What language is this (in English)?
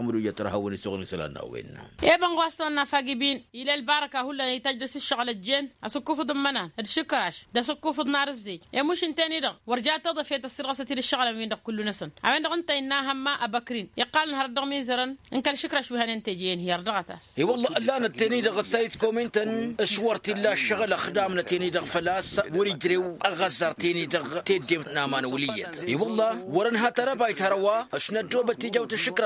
Tamasheq